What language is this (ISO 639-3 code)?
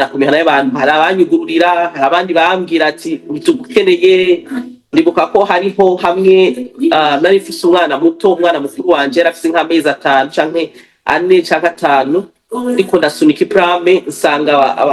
run